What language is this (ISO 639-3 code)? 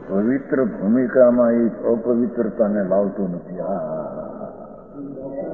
guj